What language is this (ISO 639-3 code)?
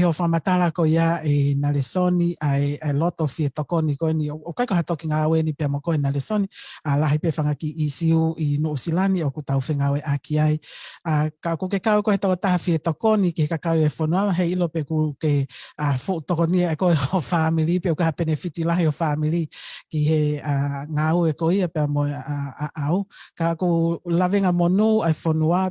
ton